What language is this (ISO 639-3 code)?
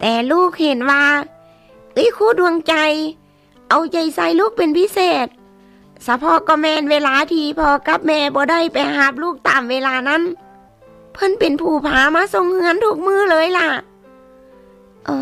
lao